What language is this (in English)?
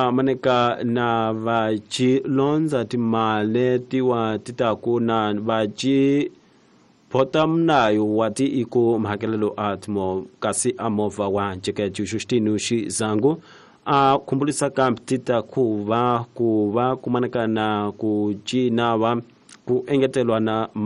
Tsonga